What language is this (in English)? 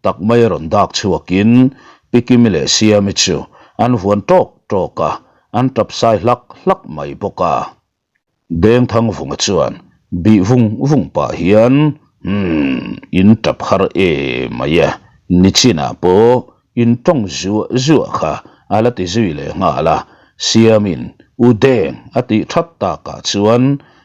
Mizo